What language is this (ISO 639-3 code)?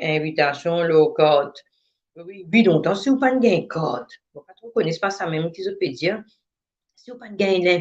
mfe